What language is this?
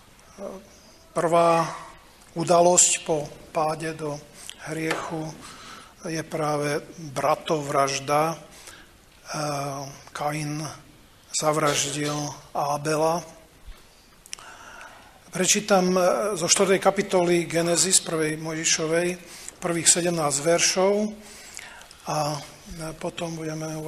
Slovak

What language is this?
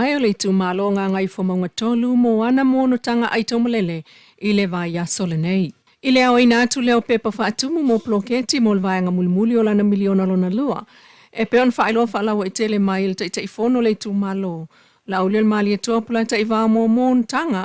Samoan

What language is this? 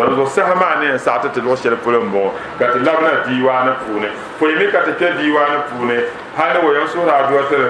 Dagbani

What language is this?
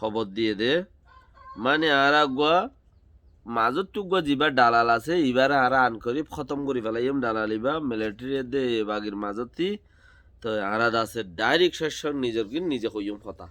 Rohingya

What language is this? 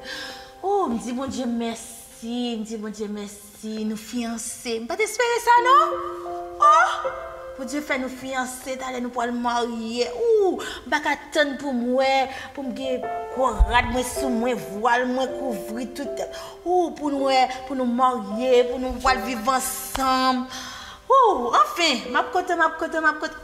Haitian Creole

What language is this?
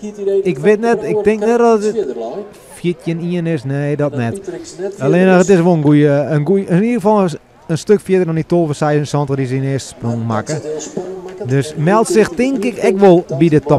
Western Frisian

